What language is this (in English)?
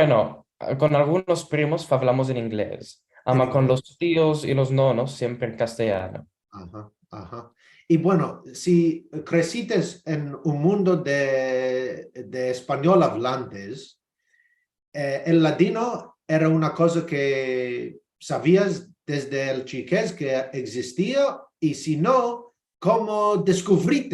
Ladino